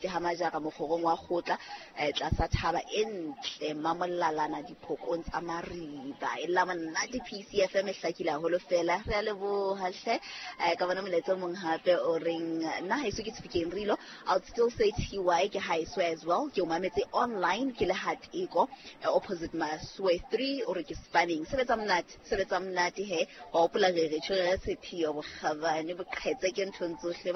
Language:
Southern Sotho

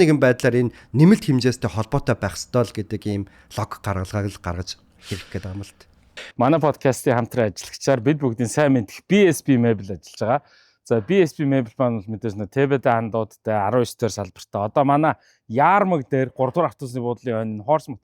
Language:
Mongolian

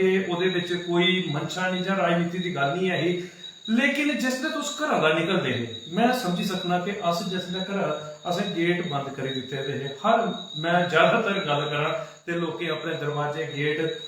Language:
Dogri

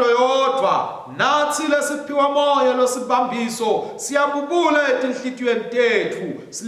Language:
Swati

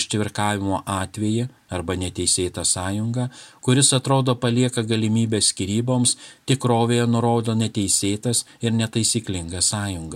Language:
Lithuanian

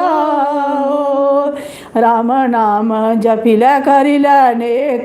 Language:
Dogri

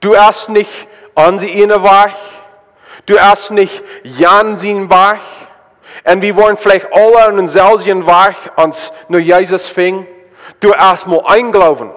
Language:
Plautdietsch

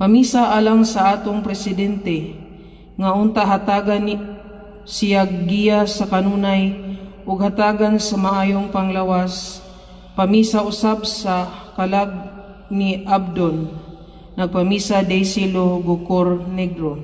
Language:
Cebuano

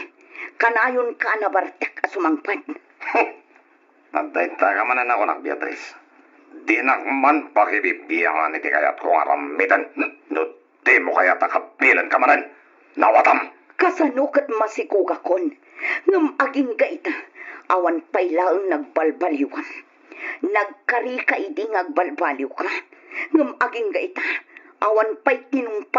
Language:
Iloko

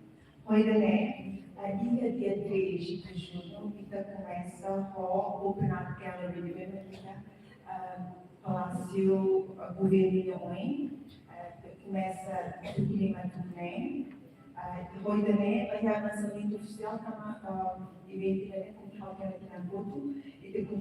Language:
Tetum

